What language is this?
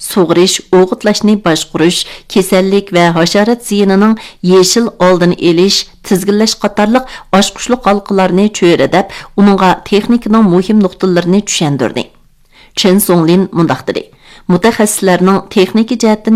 Uyghur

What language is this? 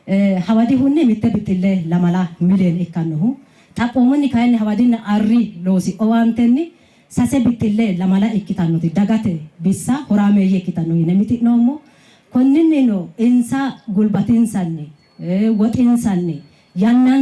Sidamo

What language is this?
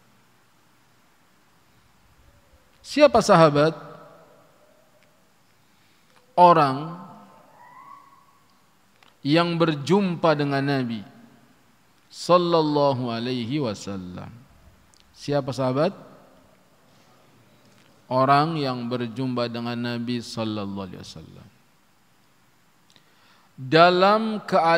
Indonesian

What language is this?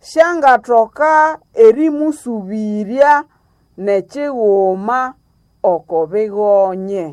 Nande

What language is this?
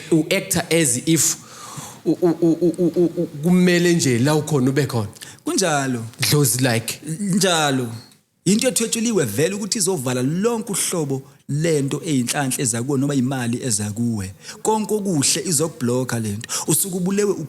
Zulu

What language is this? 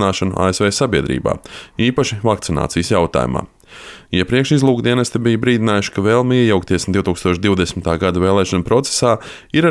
Latvian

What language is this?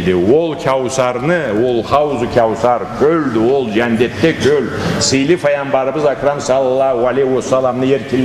Karachay-Balkar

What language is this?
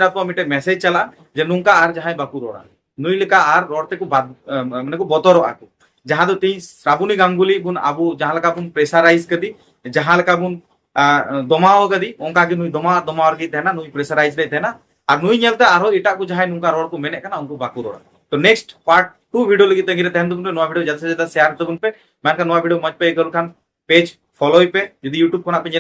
Santali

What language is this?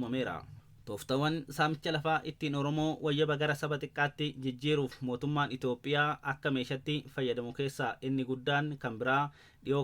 Oromo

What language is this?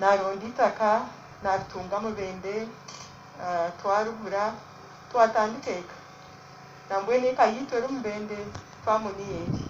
Nyankole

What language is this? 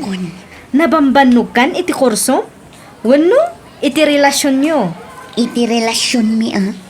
Iloko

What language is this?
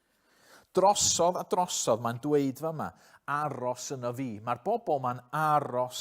Welsh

